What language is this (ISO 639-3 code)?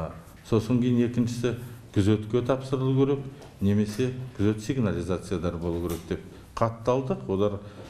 kaz